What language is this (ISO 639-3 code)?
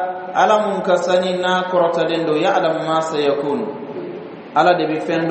bam